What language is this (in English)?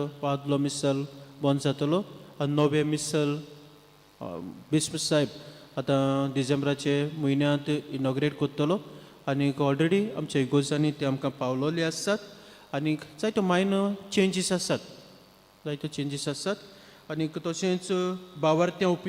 Konkani